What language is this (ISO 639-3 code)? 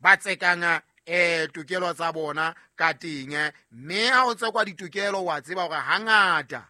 sot